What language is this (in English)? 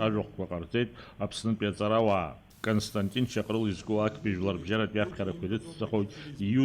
Abkhazian